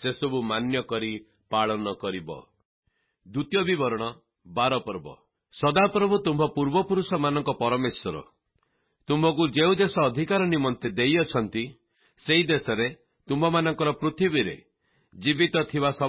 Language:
Odia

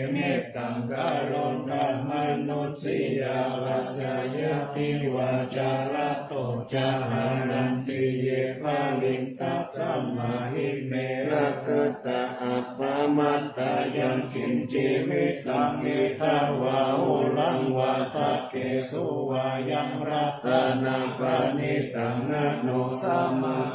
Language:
Pali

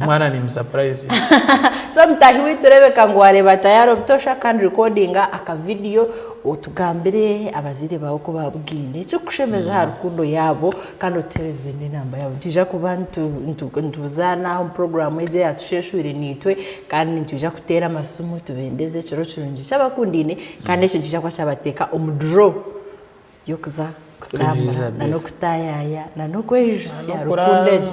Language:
Nyankole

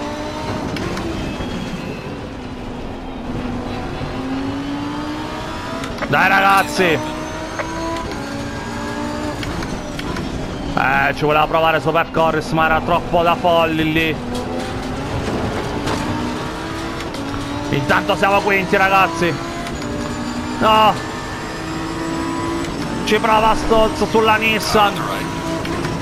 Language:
Italian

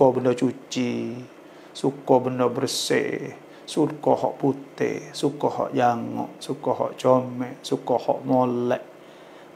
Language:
Malay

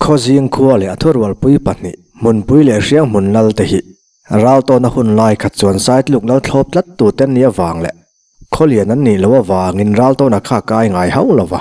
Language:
Mizo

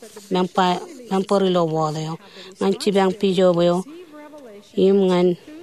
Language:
Marshallese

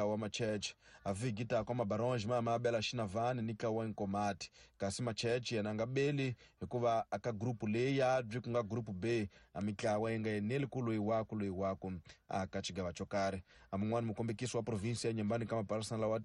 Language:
Tsonga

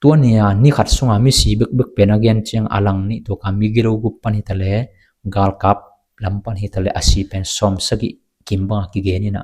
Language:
Tedim Chin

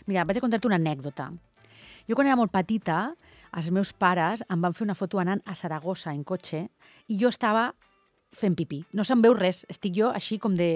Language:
Catalan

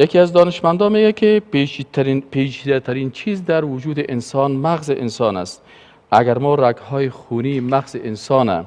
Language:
Persian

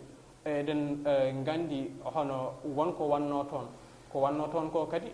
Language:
Fula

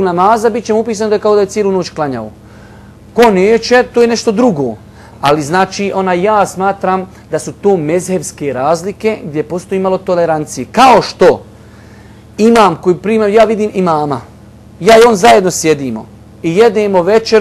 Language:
Bosnian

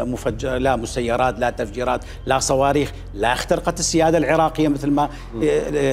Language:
Mesopotamian Arabic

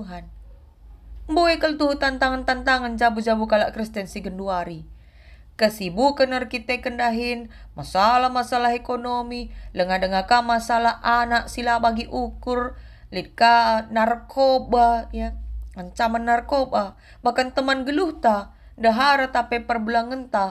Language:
Batak Karo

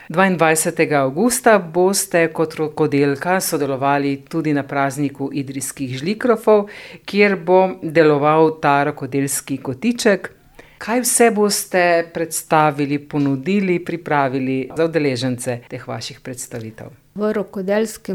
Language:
Slovenian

